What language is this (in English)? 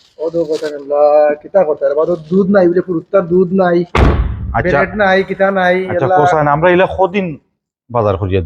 Sylheti